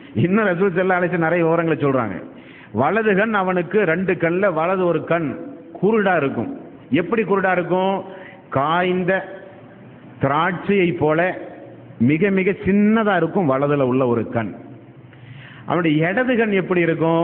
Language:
Tamil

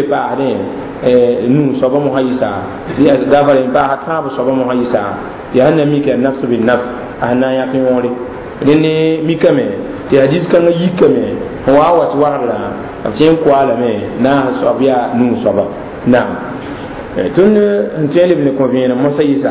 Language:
Mossi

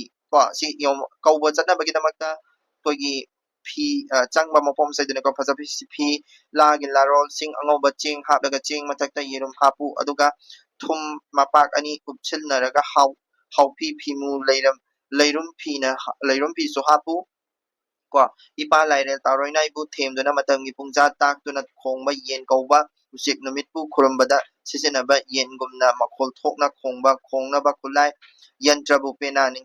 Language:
Manipuri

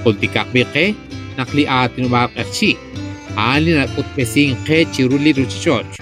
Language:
Kekchí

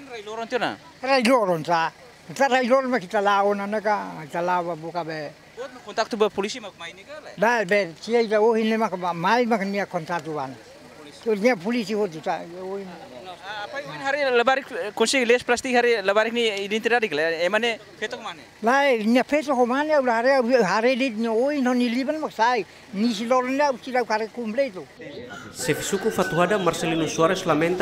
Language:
Tetum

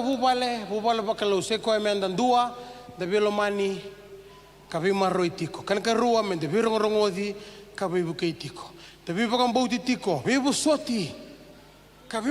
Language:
Fijian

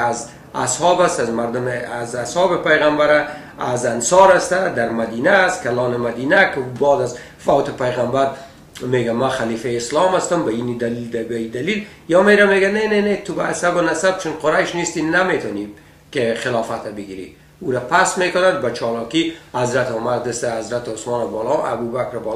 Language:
Persian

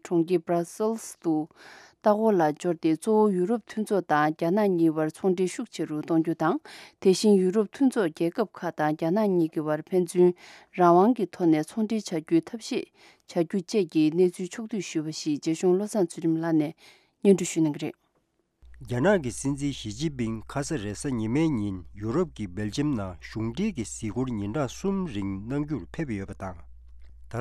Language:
Tibetan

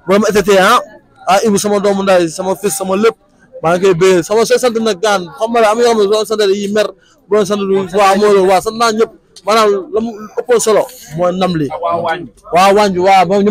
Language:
Wolof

